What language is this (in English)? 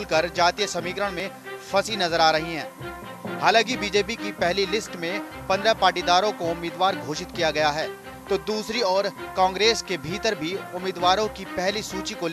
Hindi